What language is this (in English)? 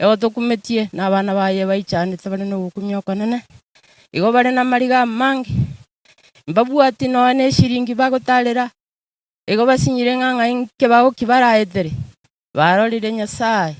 Gusii